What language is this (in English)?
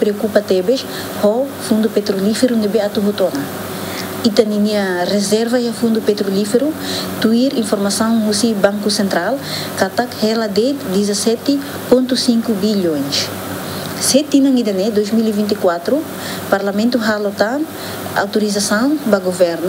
Tetum